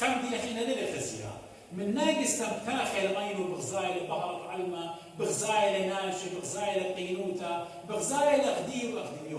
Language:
Assyrian Neo-Aramaic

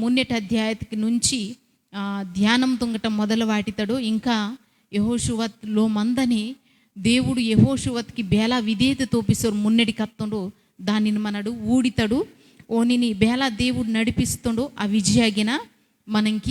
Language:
Koya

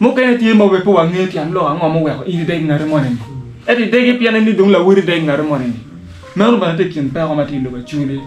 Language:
Acoli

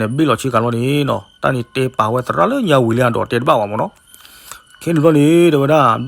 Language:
S'gaw Karen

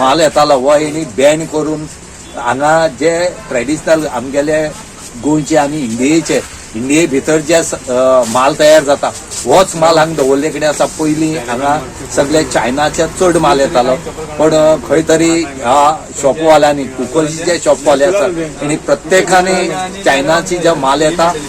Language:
Konkani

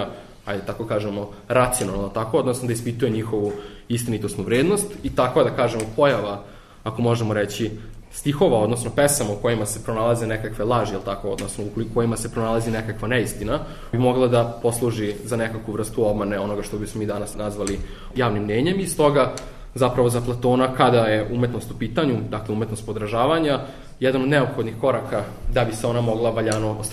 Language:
Serbian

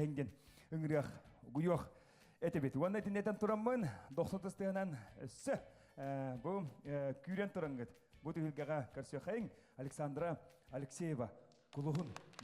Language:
Yakut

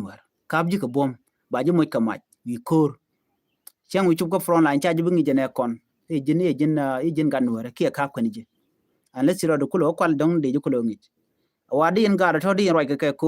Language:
Nuer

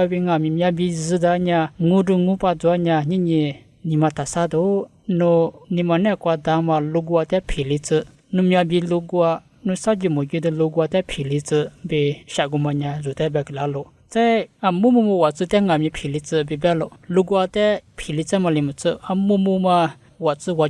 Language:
Lisu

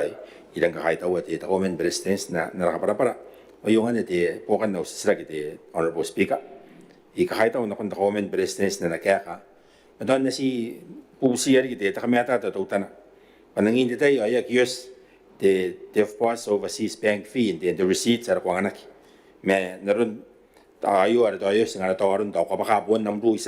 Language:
Gilbertese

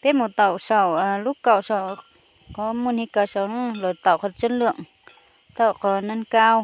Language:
Hmong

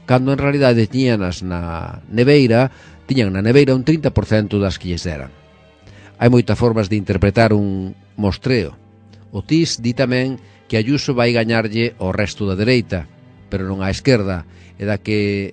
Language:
Galician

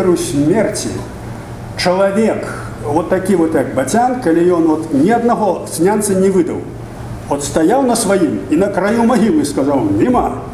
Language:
Belarusian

